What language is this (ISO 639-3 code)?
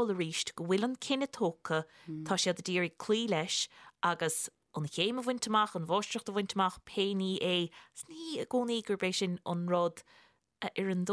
gle